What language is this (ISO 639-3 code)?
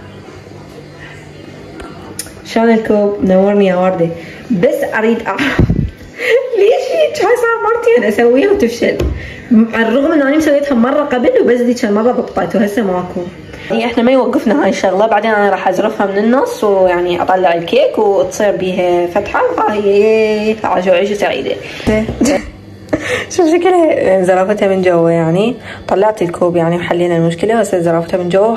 acm